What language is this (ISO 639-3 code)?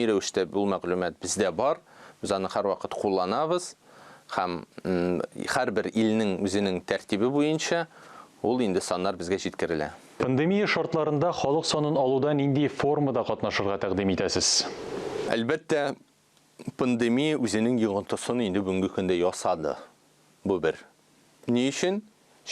tat